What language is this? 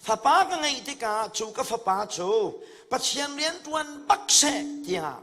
Hakha Chin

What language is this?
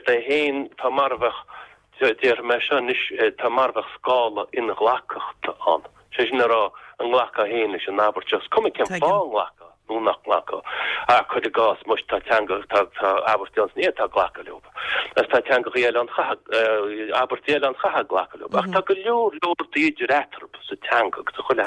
Irish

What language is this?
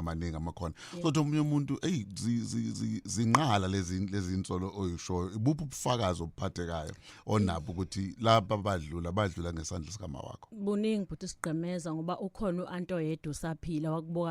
Zulu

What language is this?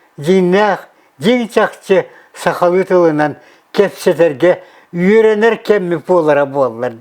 Yakut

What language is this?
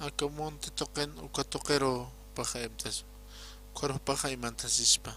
Aymara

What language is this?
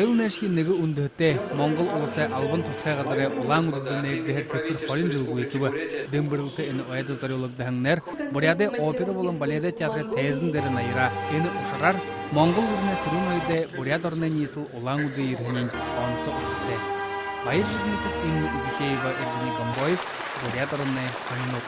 Buriat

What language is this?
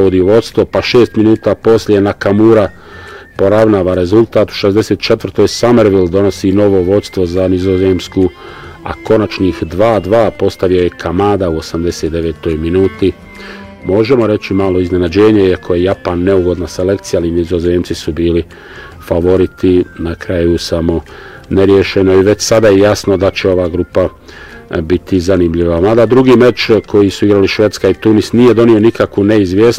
Bosnian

